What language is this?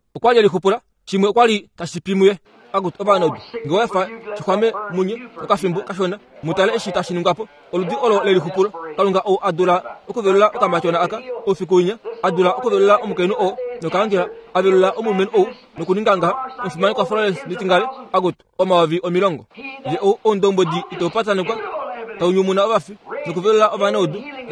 Kuanyama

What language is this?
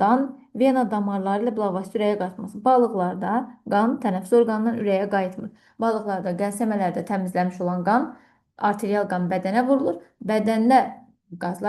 Azerbaijani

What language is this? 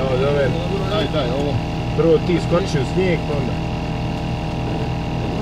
Croatian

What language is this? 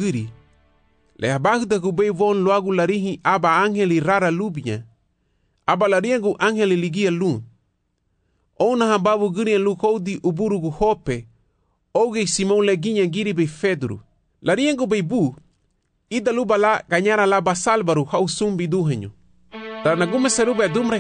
Garifuna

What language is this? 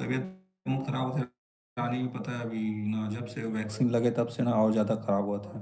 Chhattisgarhi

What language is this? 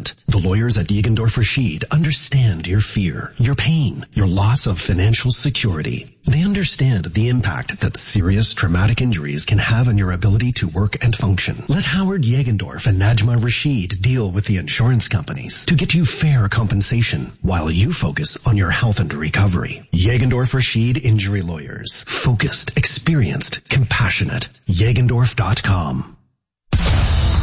English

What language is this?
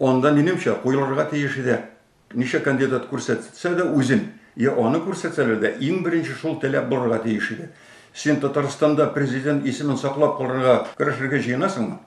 Tatar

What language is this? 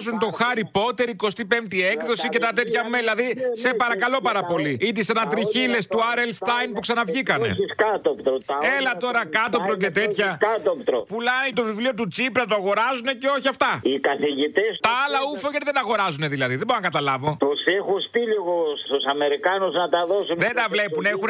Greek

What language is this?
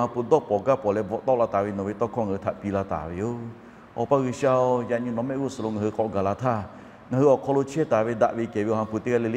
Lahu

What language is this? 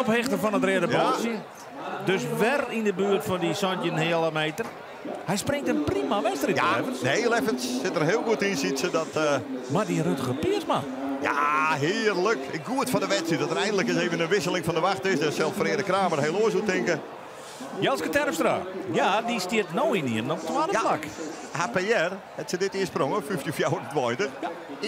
Western Frisian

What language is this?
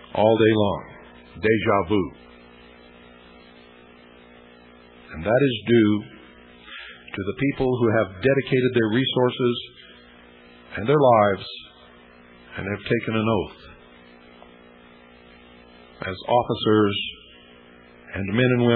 English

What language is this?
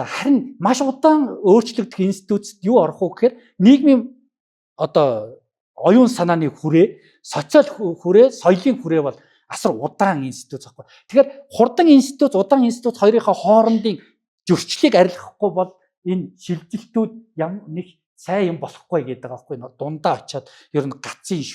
Mongolian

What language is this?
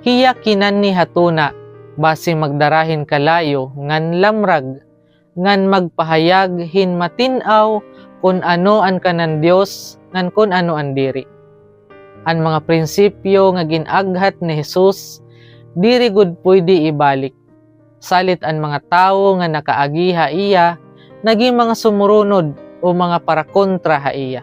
Waray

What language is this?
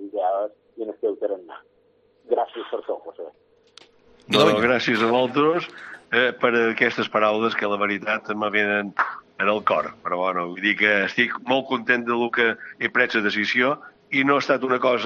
Catalan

